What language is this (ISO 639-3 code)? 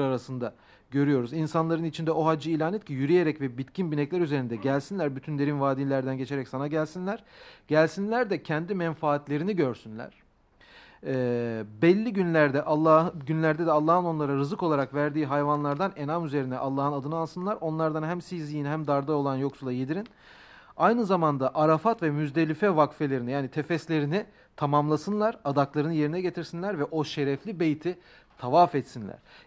tur